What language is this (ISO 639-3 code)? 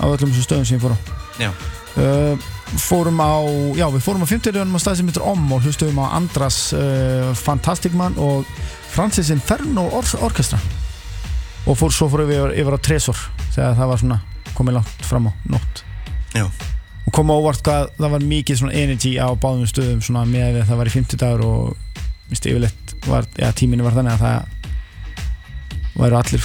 isl